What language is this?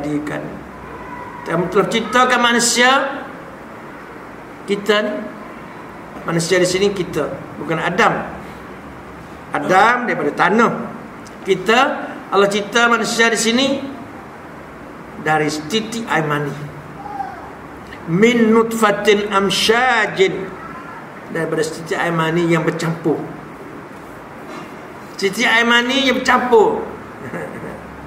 Malay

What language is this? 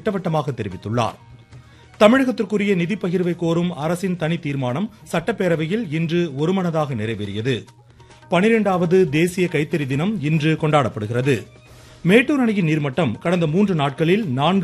Tamil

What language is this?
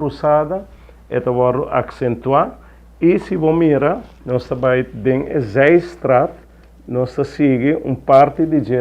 Papiamento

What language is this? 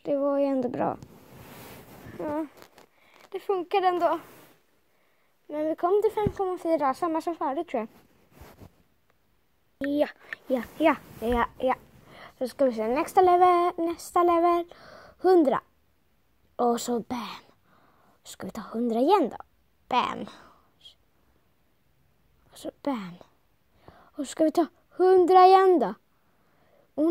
Swedish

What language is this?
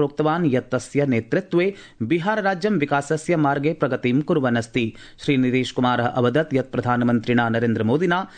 Sanskrit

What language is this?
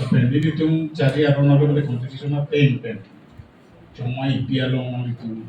Karbi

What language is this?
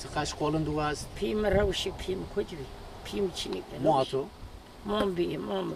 Zaza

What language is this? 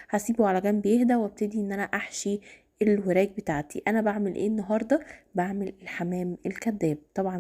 Egyptian Arabic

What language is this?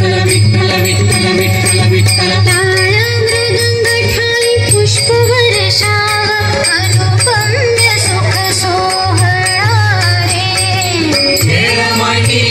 Marathi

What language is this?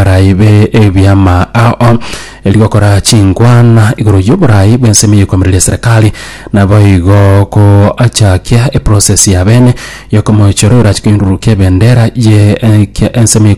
Gusii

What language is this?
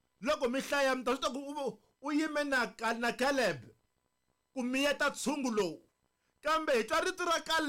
Tsonga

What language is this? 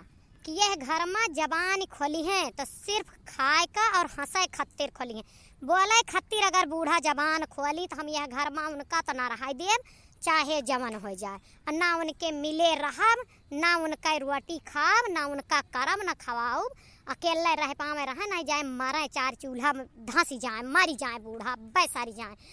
Awadhi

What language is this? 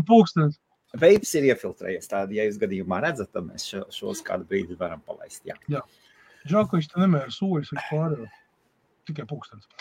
Latvian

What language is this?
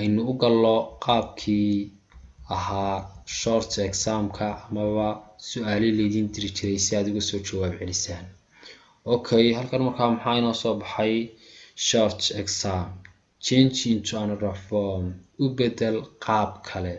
Somali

